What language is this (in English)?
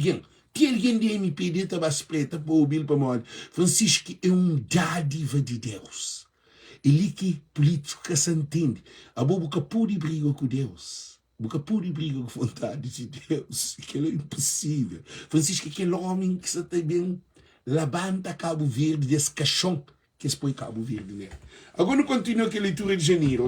Kabuverdianu